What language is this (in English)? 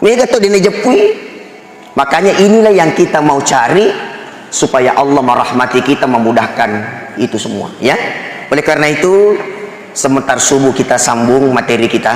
Buginese